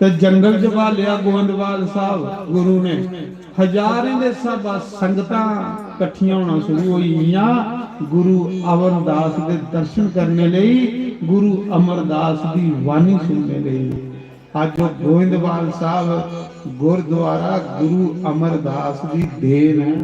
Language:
Dogri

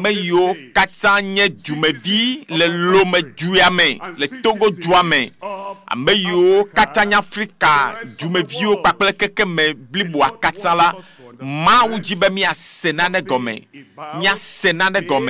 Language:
Ewe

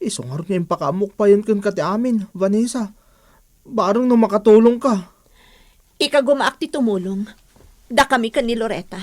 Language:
Iloko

